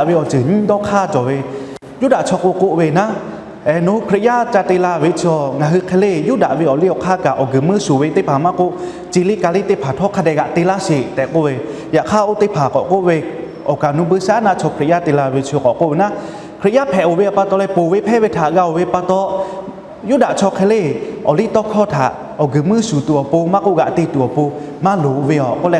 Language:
Lahu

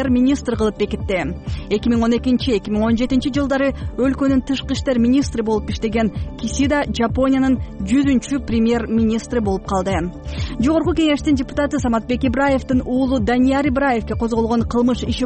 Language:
Kyrgyz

